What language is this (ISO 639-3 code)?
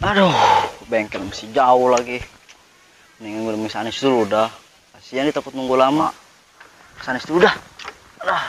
bew